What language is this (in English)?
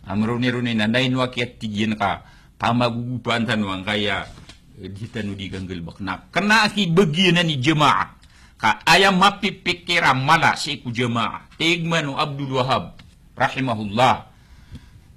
Maranao